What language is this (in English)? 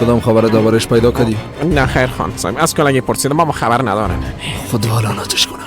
Persian